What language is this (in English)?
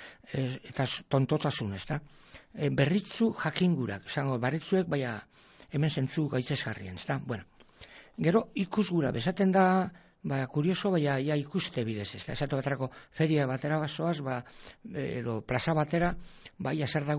Basque